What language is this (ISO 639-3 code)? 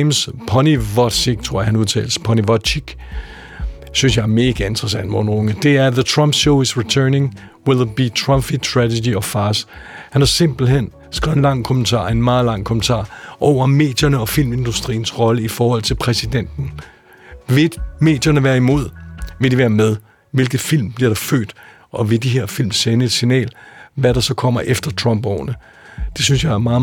dan